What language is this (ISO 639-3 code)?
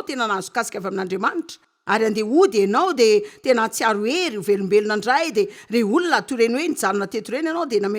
mlg